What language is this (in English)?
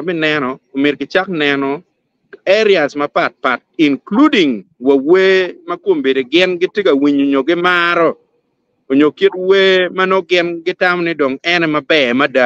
Acoli